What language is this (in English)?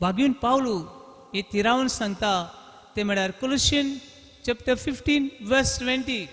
Konkani